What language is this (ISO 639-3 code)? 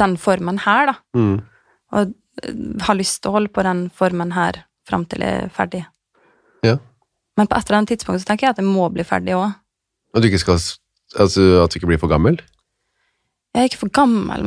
nor